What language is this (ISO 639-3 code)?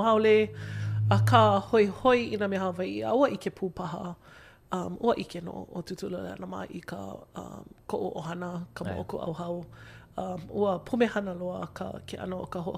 haw